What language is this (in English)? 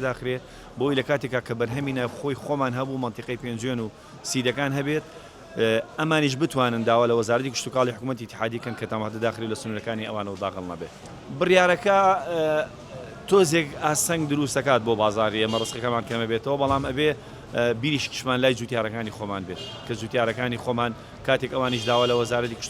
Central Kurdish